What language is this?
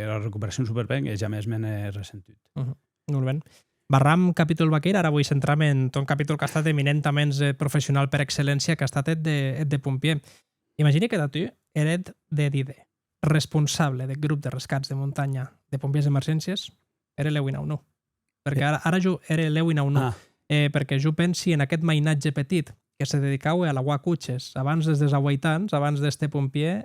Occitan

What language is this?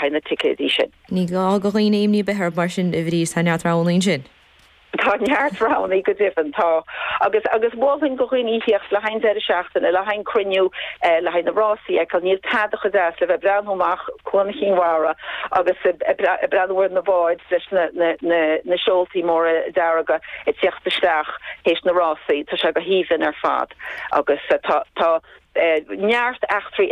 Irish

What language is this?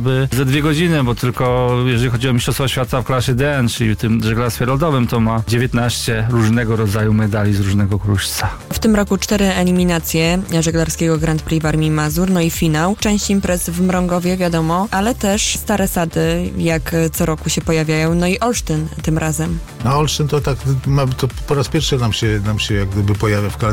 Polish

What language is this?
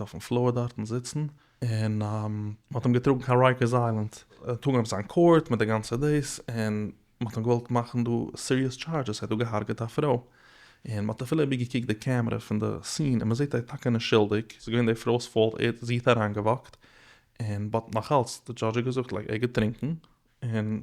Yiddish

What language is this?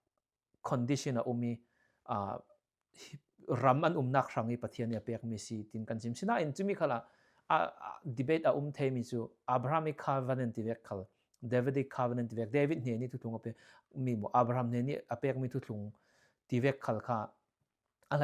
Falam Chin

